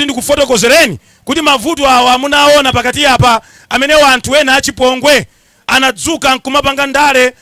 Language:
Nyanja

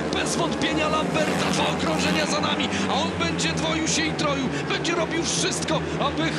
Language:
Polish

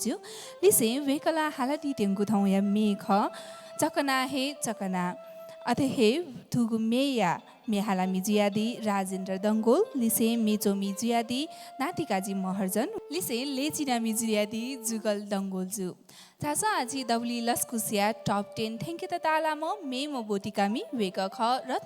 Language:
Newari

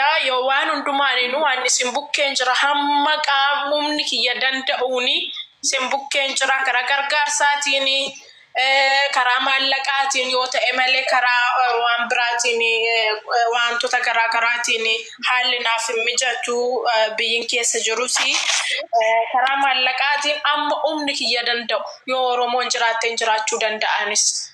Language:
Oromo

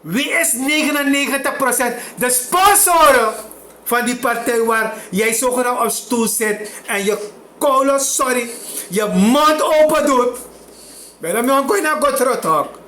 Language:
Sranan Tongo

